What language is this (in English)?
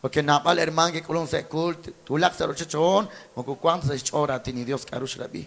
Kekchí